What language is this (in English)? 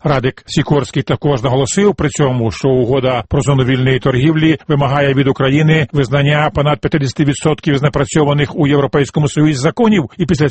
Ukrainian